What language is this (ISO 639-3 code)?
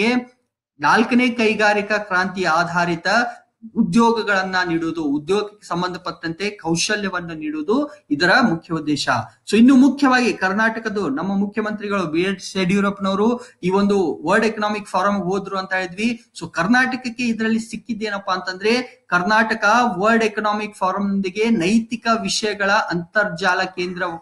kan